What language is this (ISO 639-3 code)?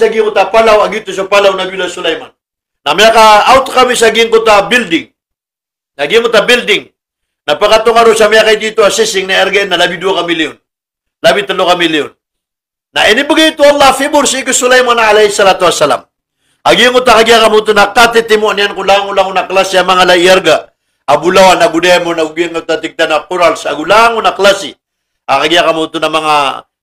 mrw